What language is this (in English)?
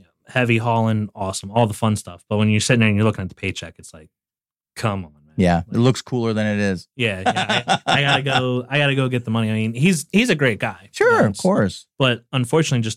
English